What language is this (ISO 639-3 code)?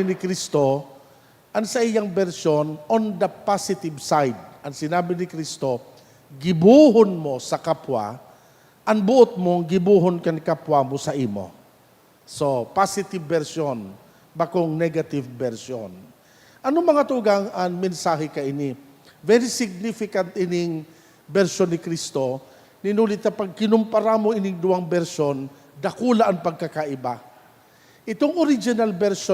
bik